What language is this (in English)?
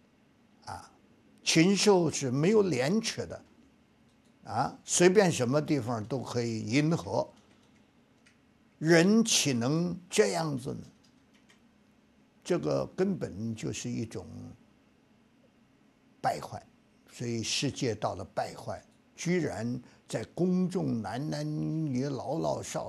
Chinese